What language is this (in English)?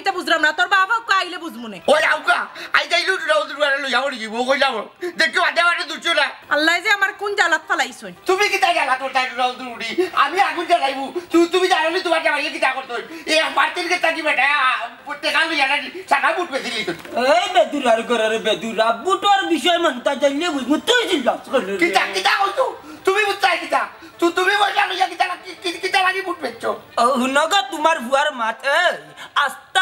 Sylheti